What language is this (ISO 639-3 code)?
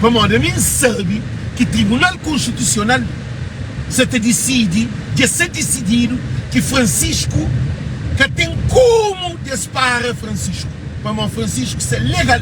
kea